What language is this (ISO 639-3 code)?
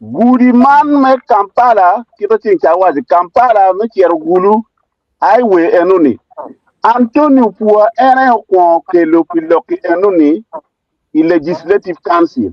ach